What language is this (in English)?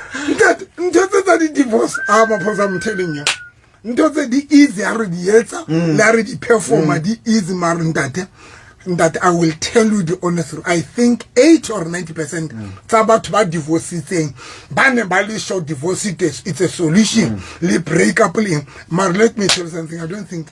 Southern Sotho